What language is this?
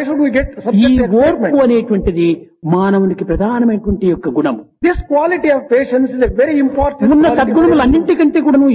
Telugu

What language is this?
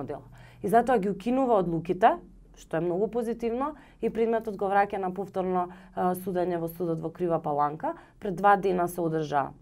Macedonian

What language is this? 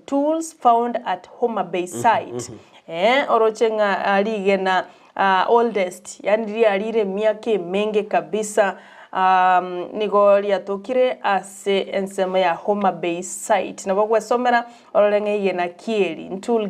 Gusii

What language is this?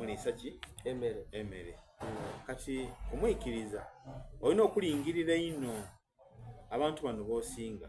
Soga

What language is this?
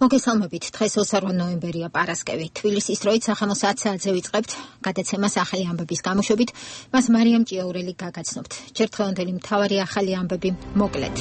Georgian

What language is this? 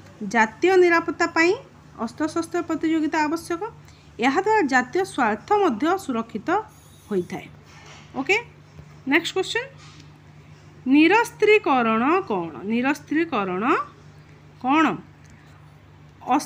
Odia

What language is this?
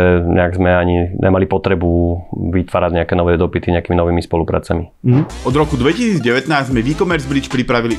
Slovak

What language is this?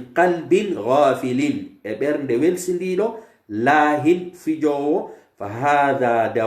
Pular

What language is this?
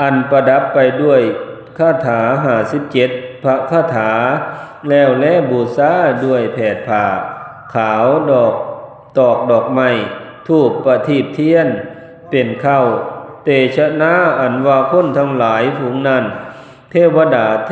Northeastern Thai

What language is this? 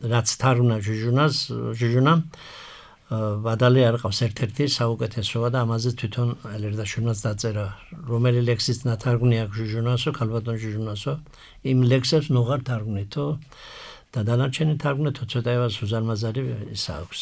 Georgian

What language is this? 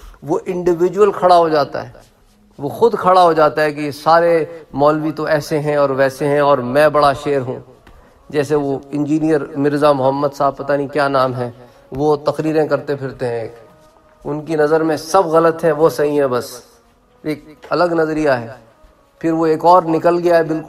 Urdu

